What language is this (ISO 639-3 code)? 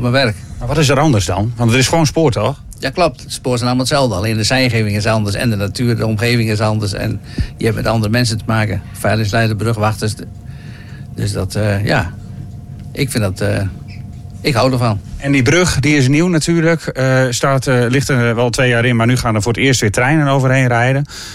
nld